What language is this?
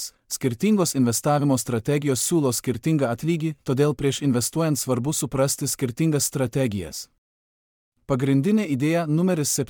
Lithuanian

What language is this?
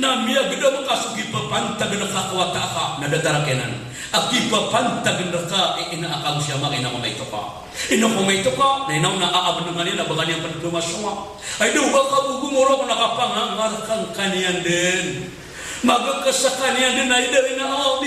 Maranao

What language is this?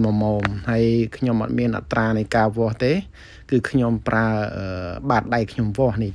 Khmer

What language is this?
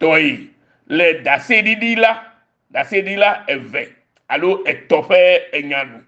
Ewe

